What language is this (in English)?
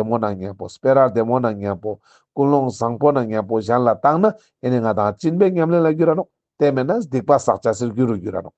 Ladakhi